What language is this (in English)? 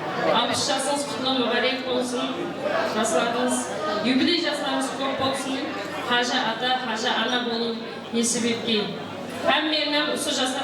Kara-Kalpak